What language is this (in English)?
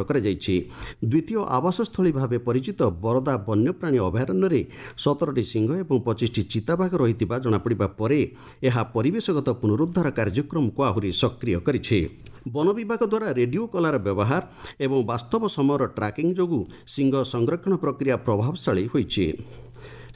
Odia